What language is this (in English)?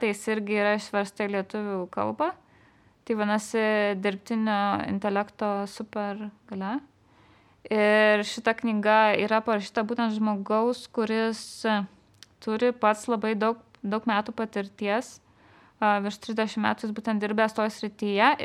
Lithuanian